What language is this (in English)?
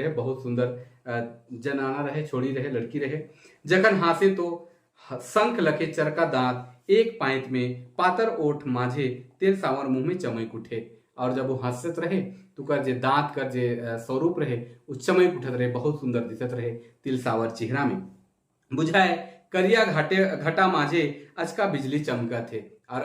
Sadri